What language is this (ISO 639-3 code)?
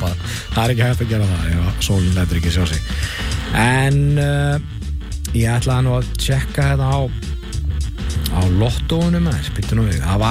isl